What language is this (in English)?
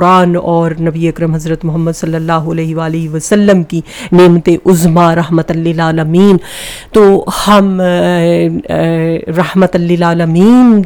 Urdu